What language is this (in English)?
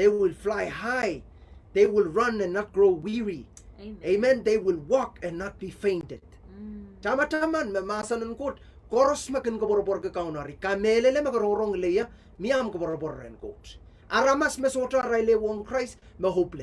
Pohnpeian